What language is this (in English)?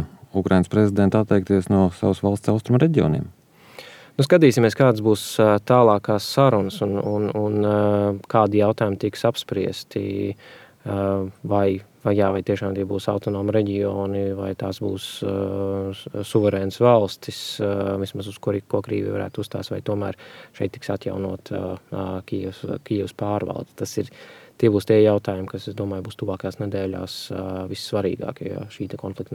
Latvian